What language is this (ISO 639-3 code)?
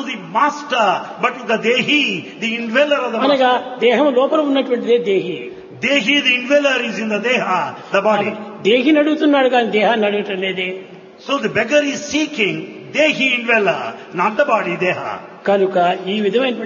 tel